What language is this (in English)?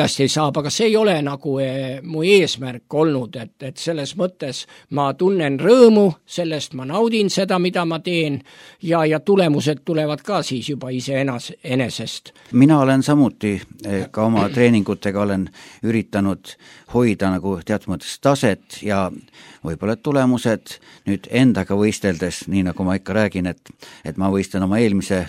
Estonian